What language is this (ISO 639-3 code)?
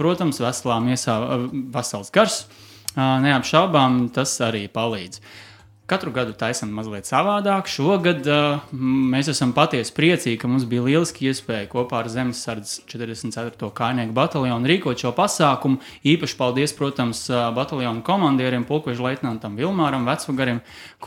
lav